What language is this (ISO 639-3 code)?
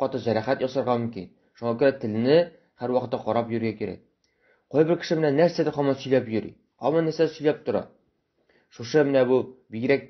tat